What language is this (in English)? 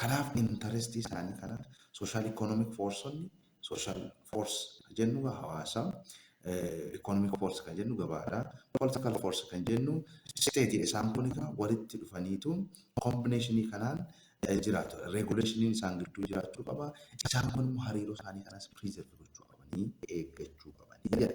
Oromo